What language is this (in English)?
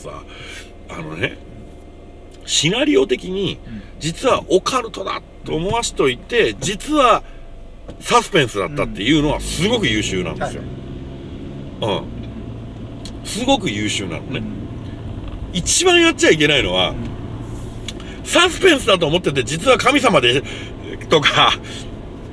Japanese